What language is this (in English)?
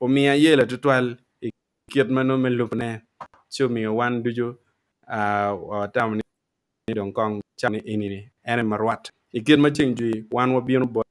Acoli